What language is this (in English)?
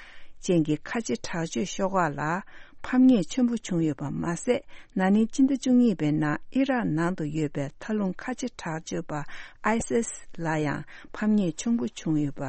Tibetan